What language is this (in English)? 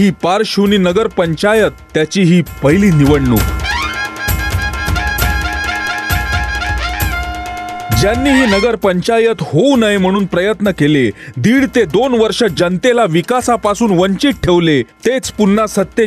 Marathi